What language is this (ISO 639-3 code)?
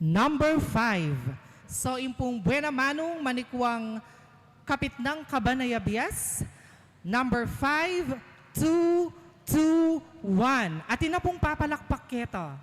pam